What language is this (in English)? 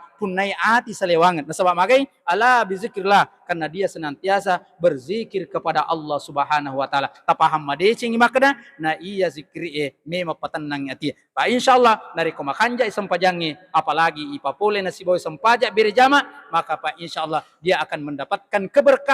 Buginese